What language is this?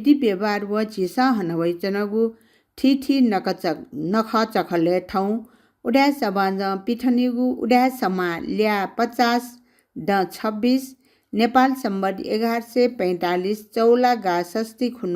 Newari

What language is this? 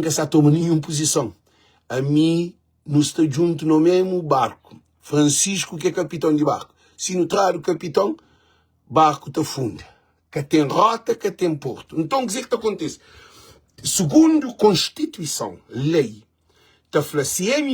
Kabuverdianu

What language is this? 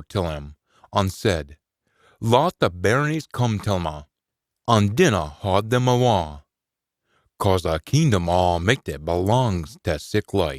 Scots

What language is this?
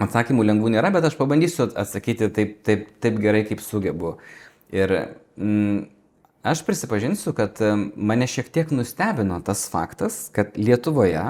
Lithuanian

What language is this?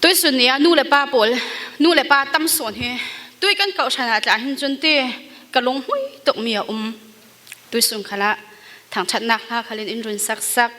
Falam Chin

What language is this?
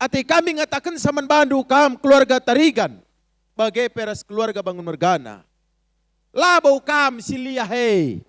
Batak Karo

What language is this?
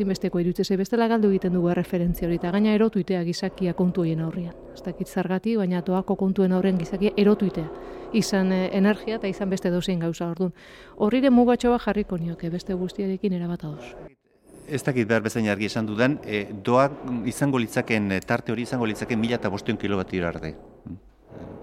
Basque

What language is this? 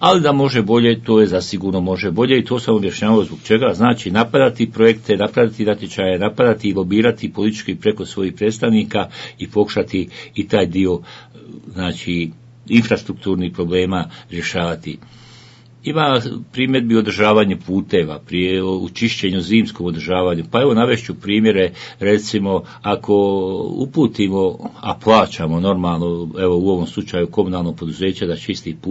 Bosnian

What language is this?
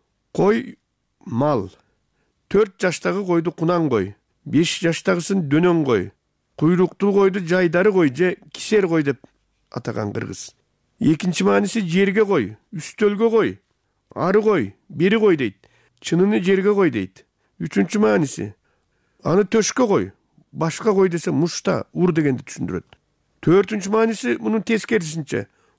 Kyrgyz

